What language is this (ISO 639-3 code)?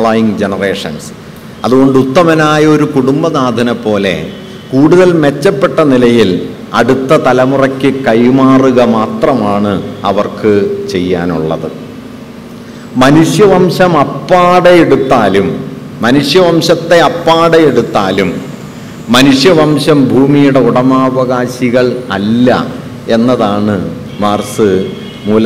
mal